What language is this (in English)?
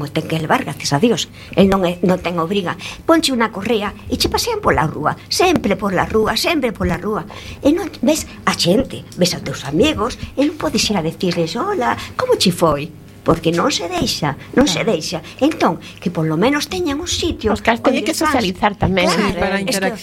Galician